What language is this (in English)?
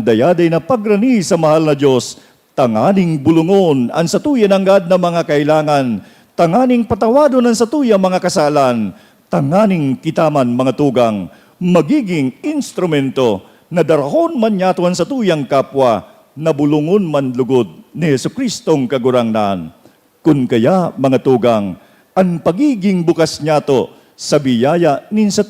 Bikol